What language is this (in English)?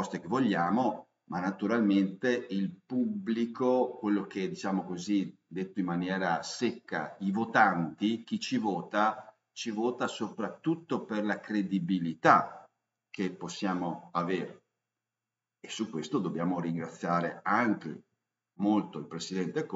Italian